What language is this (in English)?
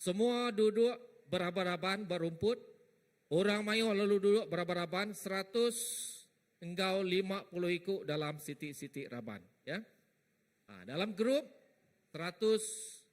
Iban